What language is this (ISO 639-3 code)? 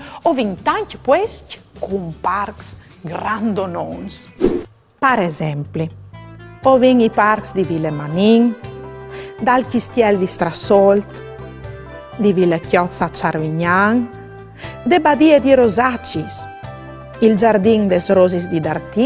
fur